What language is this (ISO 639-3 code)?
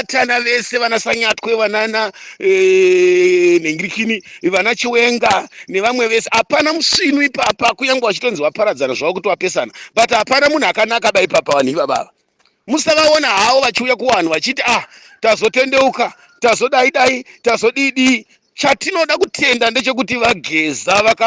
sna